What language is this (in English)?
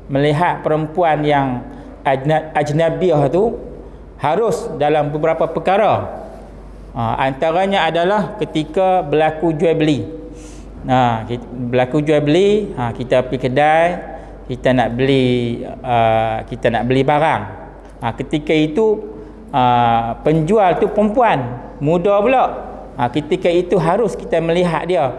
Malay